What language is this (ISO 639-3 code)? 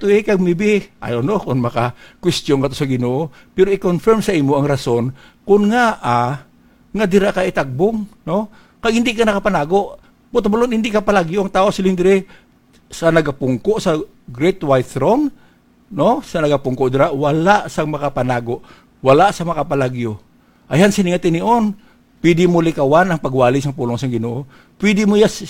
hil